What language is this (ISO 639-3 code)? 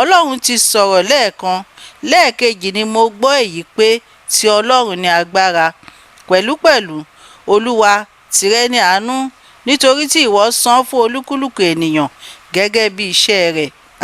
yor